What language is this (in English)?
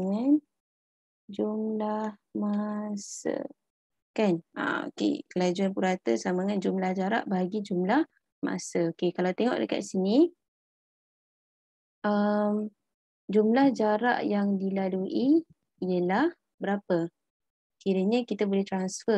Malay